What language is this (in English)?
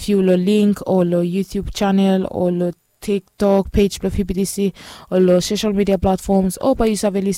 Bislama